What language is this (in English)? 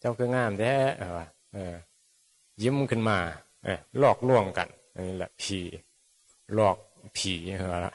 Northeastern Thai